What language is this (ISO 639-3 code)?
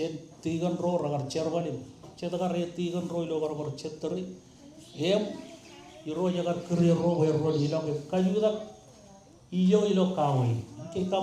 mah